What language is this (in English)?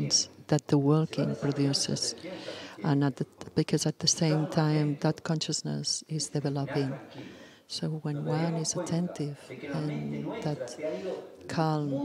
English